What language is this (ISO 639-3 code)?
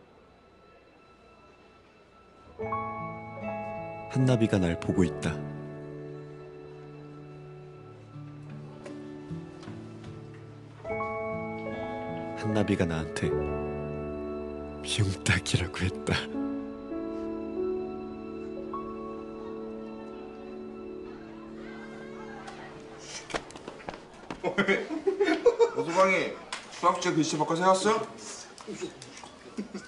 kor